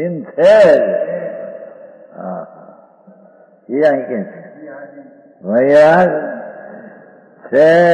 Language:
Gujarati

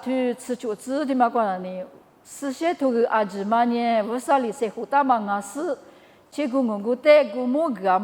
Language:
Lisu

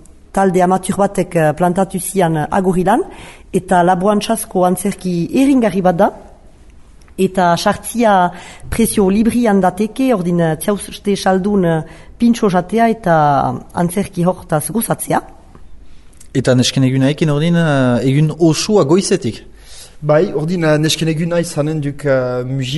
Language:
Basque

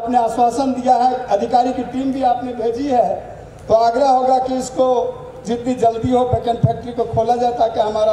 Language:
Hindi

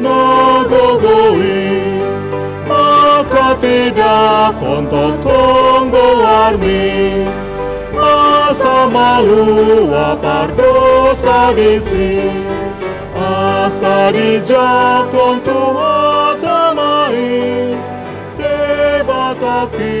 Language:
Batak Toba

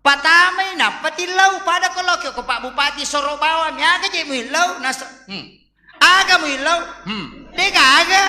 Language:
Buginese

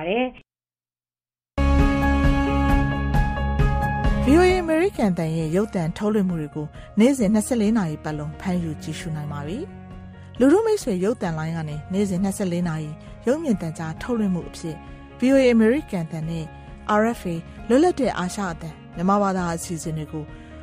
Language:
Burmese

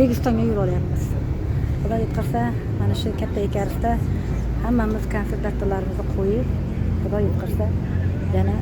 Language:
Uzbek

